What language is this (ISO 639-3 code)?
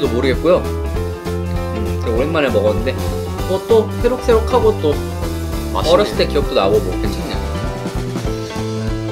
kor